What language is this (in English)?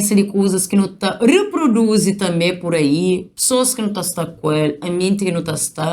Kabuverdianu